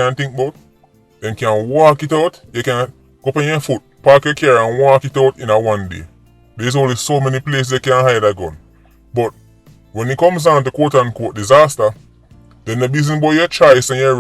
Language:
Jamaican Creole English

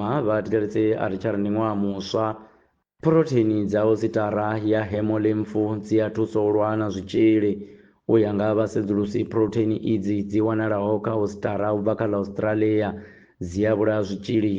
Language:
Venda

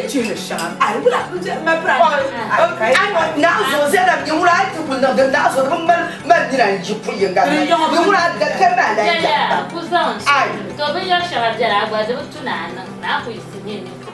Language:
Dagbani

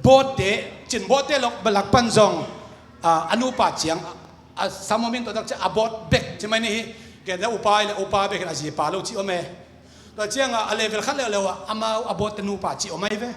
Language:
Tedim Chin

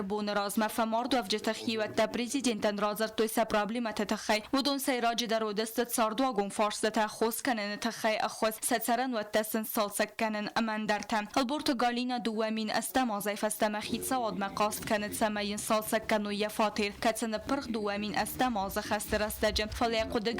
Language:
Ossetic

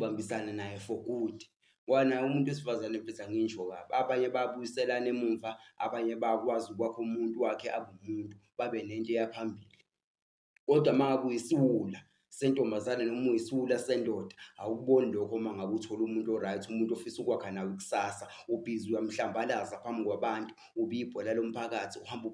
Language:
Zulu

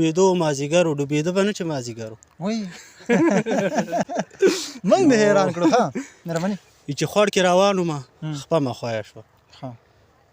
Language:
Pashto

